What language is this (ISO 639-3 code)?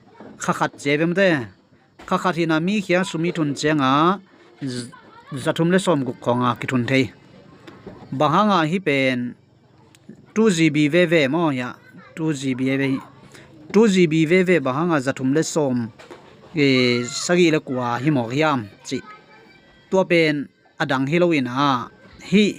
ctd